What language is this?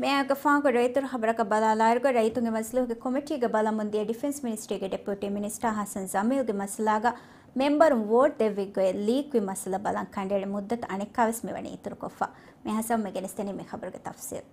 Divehi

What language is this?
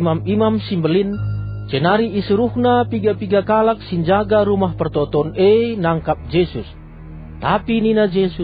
Batak Karo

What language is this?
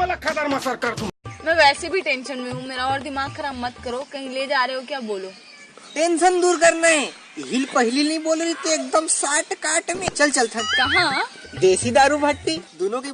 Chhattisgarhi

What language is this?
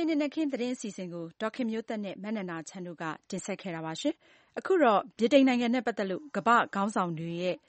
Burmese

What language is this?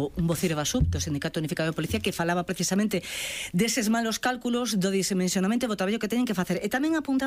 Galician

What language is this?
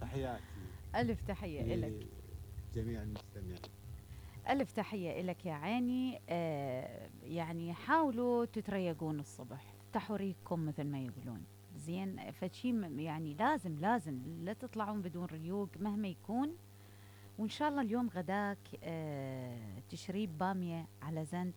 Mesopotamian Arabic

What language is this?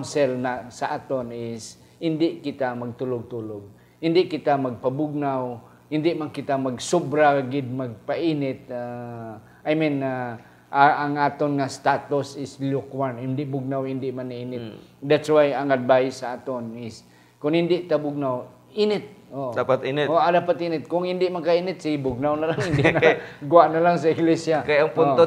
Hiligaynon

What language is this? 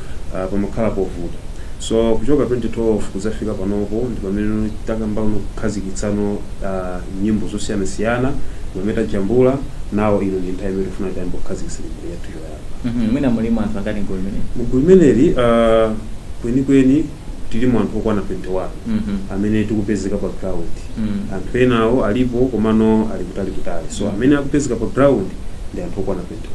Nyanja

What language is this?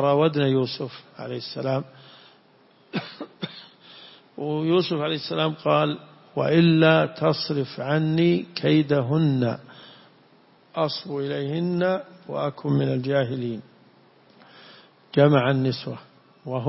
Arabic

